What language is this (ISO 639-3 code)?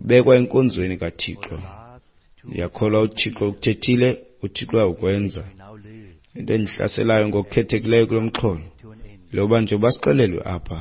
xho